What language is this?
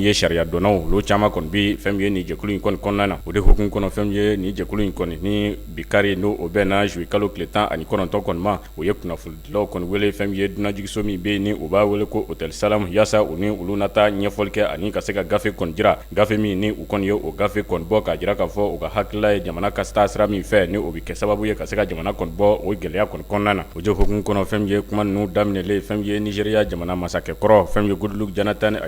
Bambara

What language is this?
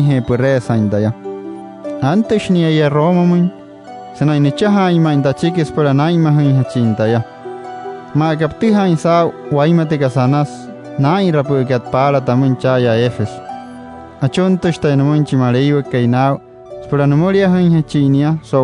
Wayuu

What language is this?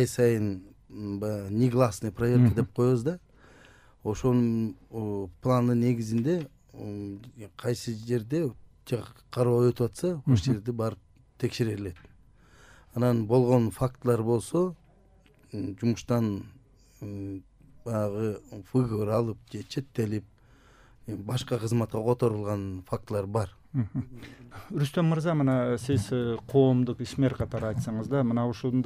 Kyrgyz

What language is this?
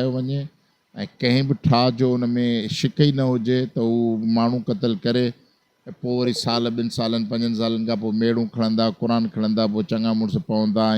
Sindhi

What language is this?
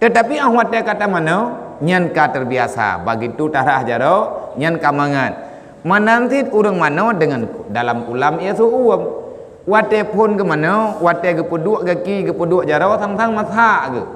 Achinese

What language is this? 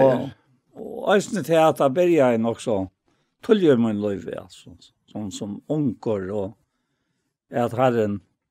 Faroese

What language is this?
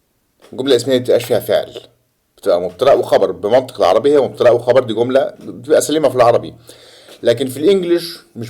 Egyptian Arabic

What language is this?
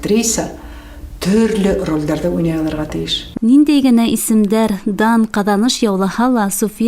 Bashkir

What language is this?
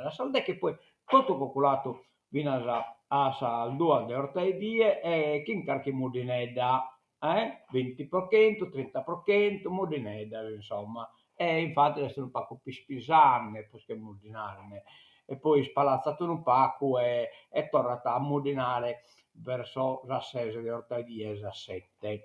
Sardinian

